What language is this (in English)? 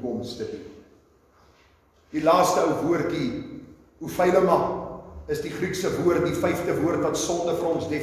Afrikaans